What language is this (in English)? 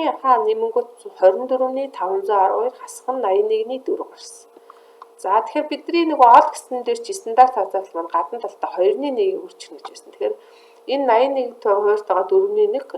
Mongolian